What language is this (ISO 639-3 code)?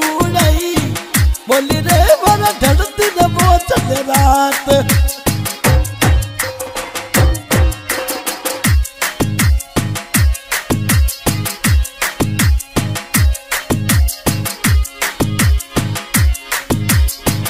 hin